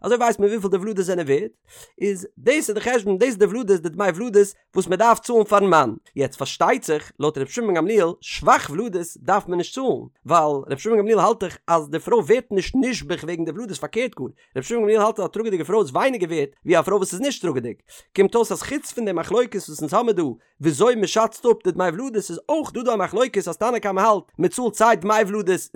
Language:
Yiddish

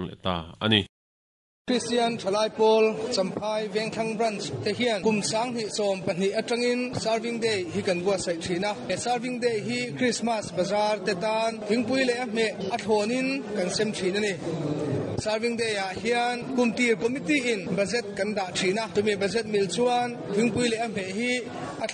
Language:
Mizo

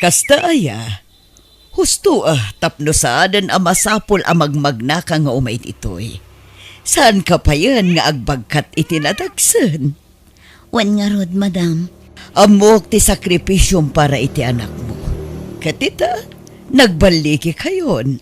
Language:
Iloko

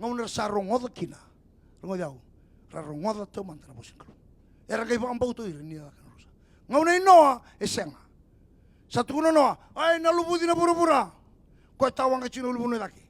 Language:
Fijian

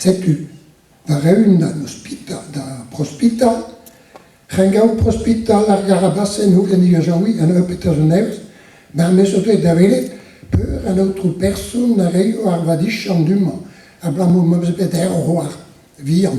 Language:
Breton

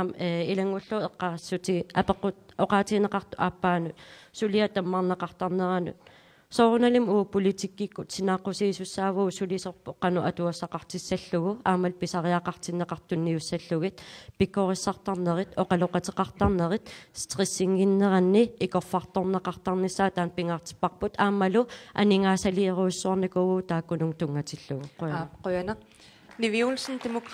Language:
Kalaallisut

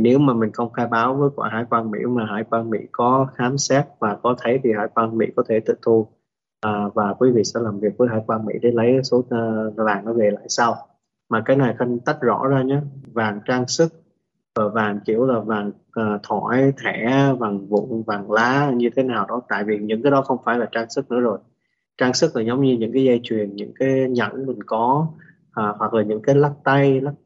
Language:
Vietnamese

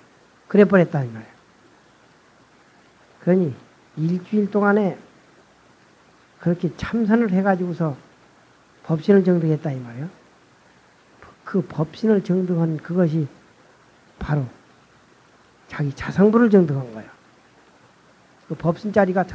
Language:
Korean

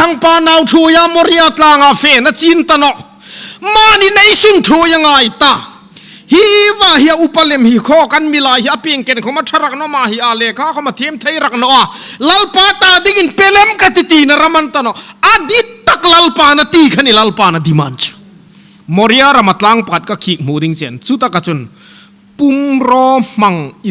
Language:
Hmar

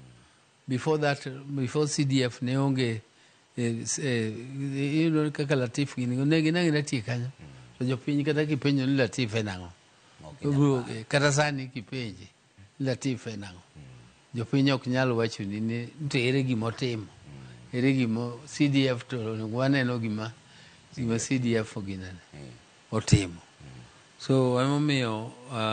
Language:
Luo (Kenya and Tanzania)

